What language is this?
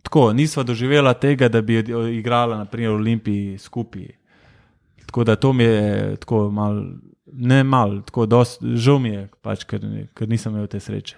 Slovenian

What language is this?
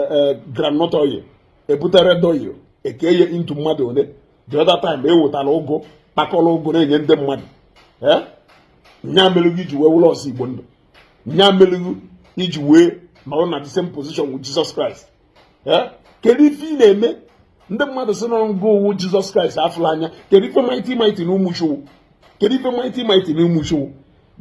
Igbo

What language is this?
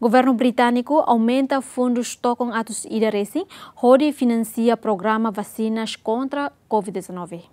Tetum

